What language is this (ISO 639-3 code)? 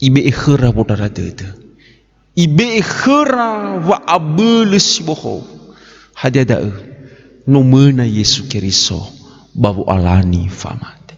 nia